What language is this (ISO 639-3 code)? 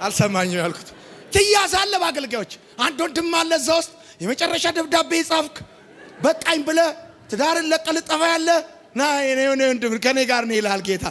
amh